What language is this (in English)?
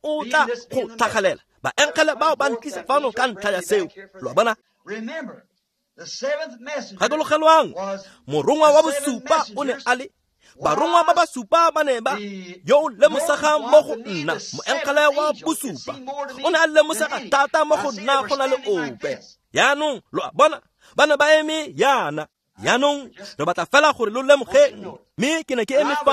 Tswana